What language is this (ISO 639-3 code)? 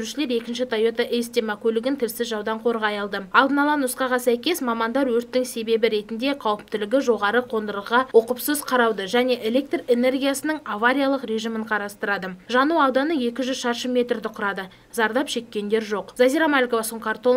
kaz